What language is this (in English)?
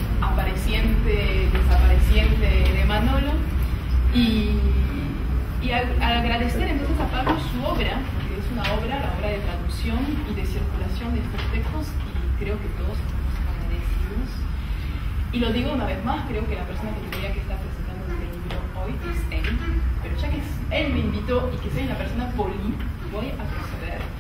Spanish